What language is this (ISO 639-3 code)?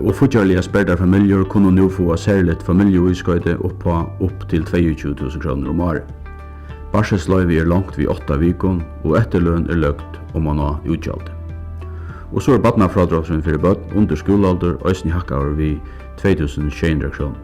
fao